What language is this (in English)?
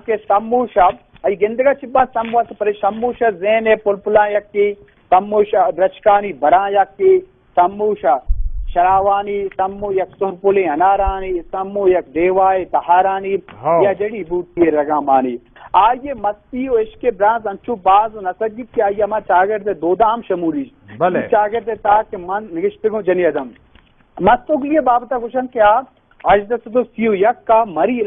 Baluchi